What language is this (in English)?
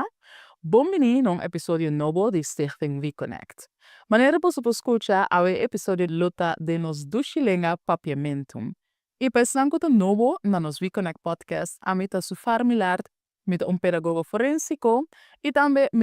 Papiamento